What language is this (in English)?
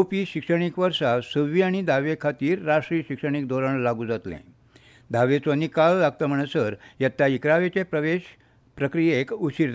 Konkani